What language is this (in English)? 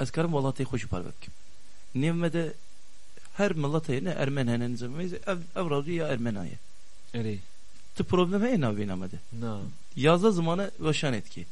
Kurdish